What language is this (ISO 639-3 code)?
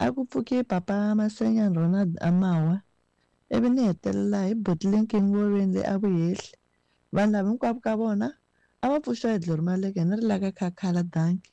tso